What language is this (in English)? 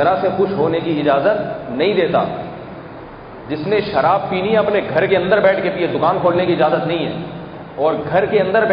Urdu